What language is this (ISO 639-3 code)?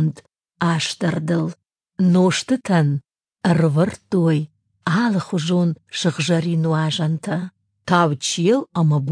oss